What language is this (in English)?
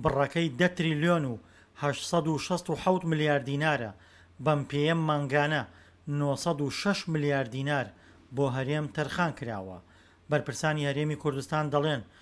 Central Kurdish